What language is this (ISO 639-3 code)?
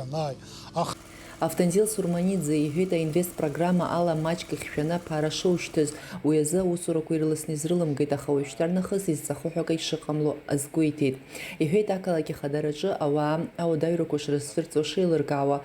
abk